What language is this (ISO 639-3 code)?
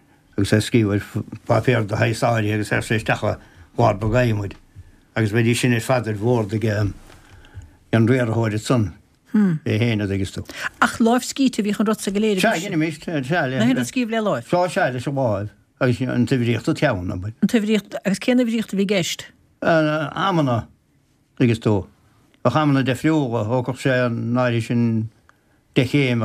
gle